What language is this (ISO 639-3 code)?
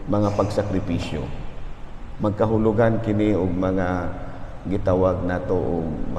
ceb